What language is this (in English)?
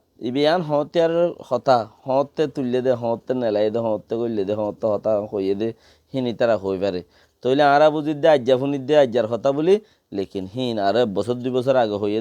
Rohingya